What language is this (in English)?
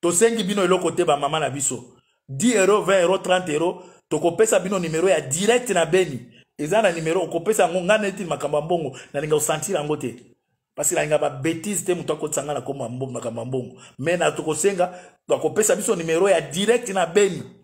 Lingala